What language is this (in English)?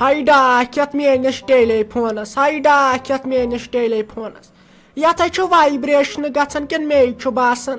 Kashmiri